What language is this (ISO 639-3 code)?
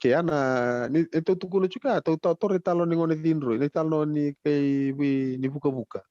fij